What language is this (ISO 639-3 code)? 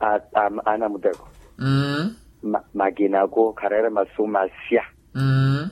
vmw